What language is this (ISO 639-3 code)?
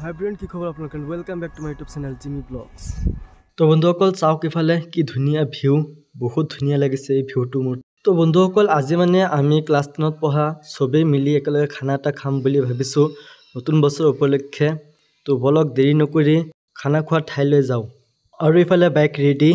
asm